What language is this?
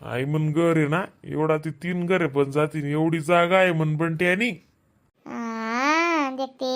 Khandesi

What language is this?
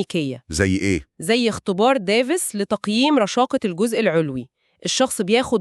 Egyptian Arabic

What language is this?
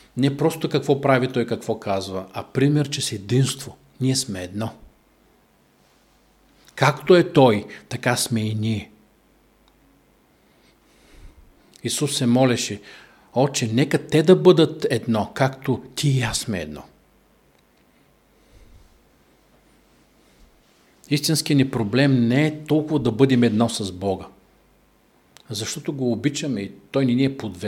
Bulgarian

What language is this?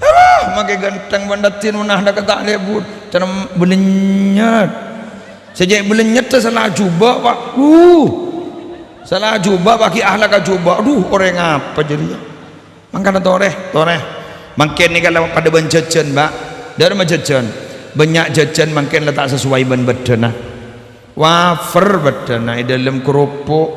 Madurese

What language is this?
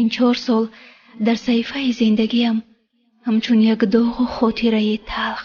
Tajik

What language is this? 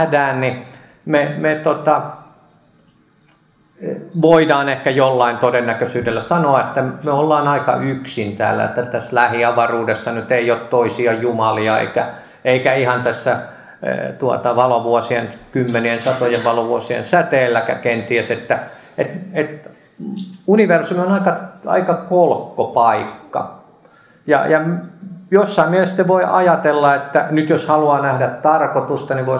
Finnish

